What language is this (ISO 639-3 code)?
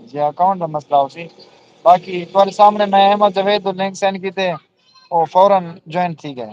skr